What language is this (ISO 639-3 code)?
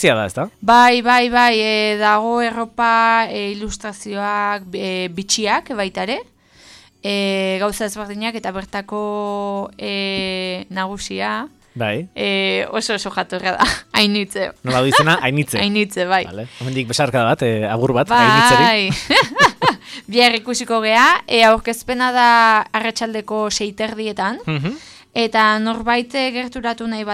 eus